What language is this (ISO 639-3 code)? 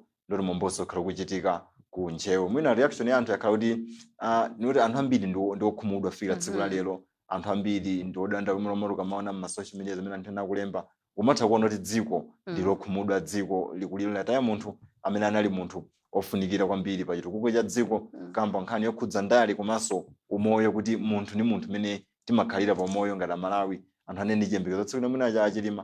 nya